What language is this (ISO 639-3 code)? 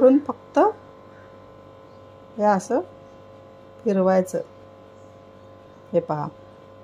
mar